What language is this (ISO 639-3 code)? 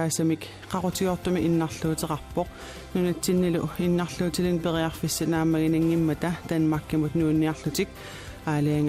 kal